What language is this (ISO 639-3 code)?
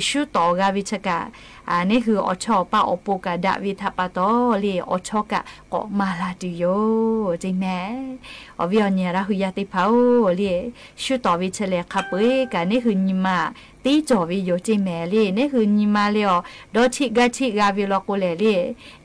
lhu